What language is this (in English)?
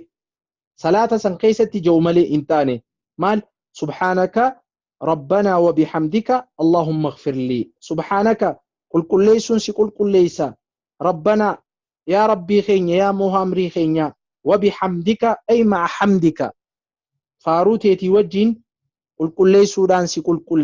Oromo